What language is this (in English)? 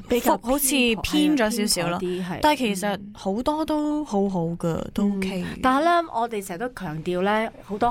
Cantonese